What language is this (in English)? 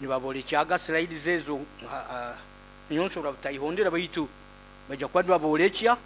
Nyoro